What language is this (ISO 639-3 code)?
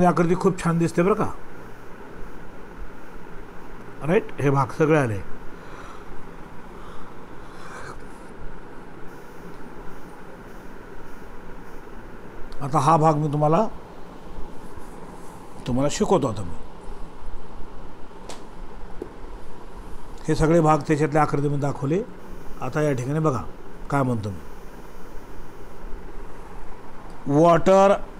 mar